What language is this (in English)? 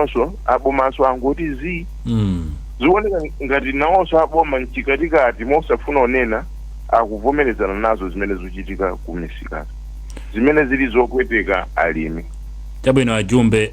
Nyanja